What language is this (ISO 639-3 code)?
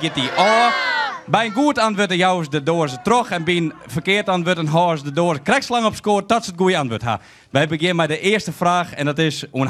fry